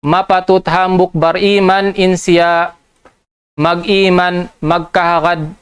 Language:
Tausug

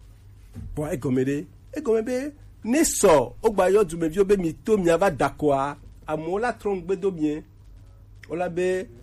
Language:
Gen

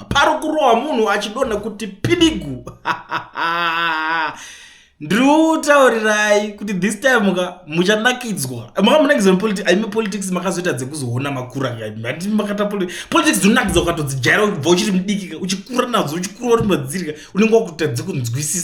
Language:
Shona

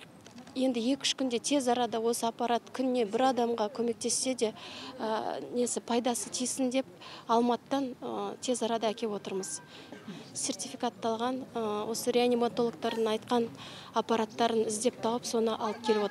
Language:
Kazakh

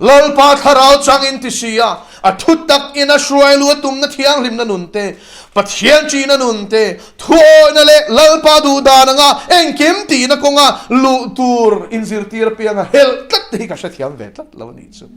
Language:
Mizo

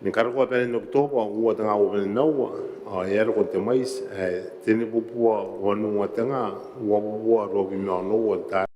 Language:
Gilbertese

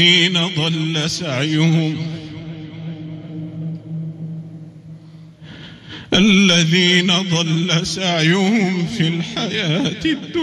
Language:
Arabic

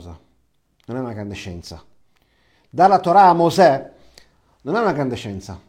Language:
Italian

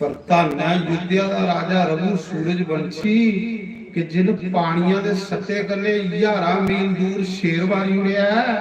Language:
Dogri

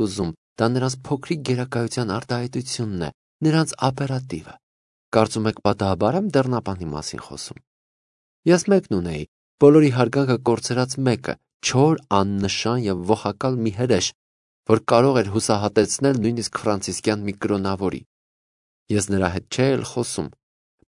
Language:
Armenian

